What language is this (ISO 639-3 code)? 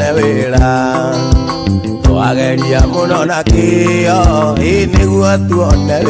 kik